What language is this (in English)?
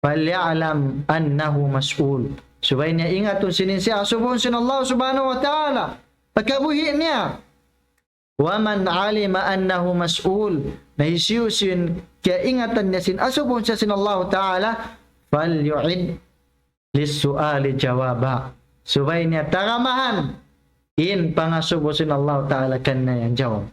Tausug